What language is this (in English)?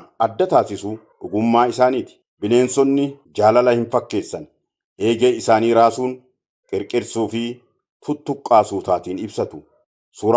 Oromo